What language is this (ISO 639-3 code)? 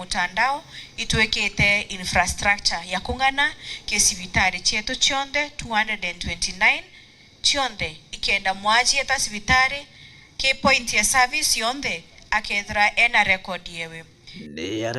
mer